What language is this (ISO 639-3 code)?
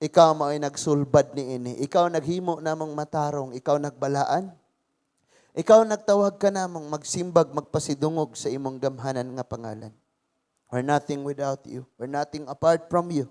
ceb